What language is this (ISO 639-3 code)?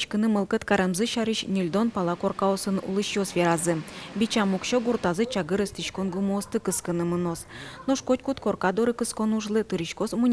udm